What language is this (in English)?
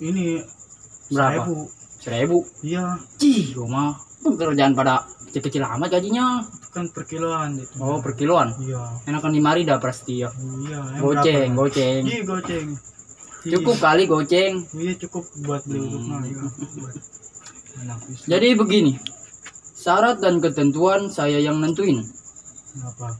Betawi